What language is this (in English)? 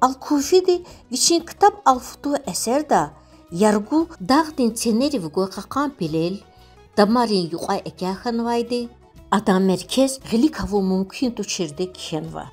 Lezghian